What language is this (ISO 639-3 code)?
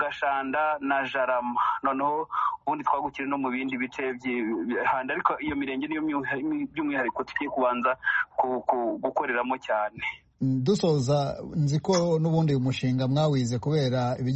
kin